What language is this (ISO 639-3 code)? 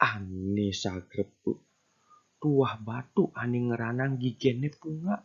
ban